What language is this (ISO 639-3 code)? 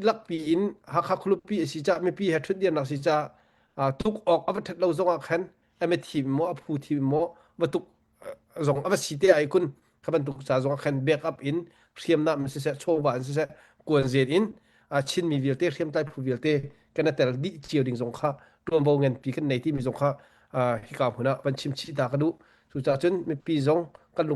cnh